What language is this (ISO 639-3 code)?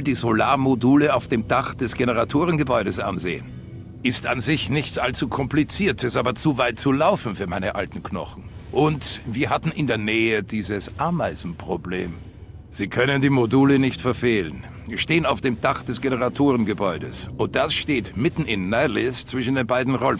bar